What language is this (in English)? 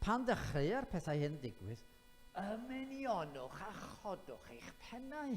Welsh